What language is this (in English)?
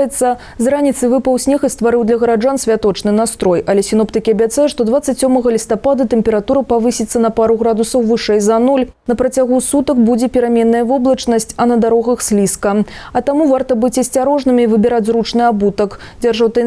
Belarusian